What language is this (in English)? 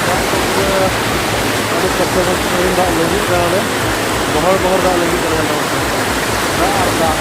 Santali